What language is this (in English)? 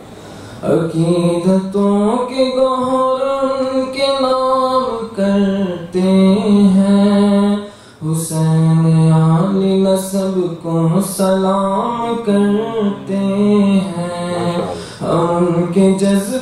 Urdu